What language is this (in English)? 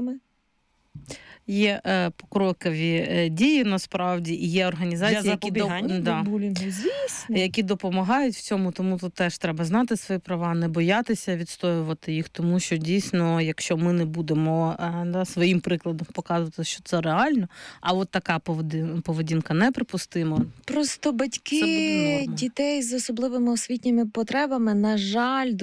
Ukrainian